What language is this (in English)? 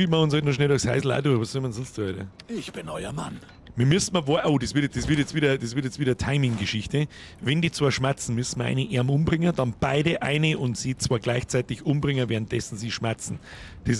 Bavarian